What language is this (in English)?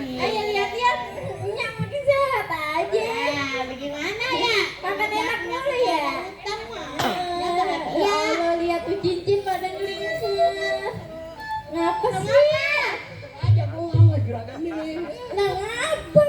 Betawi